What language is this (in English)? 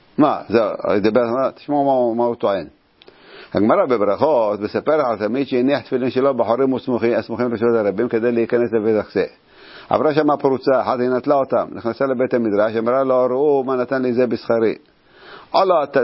Hebrew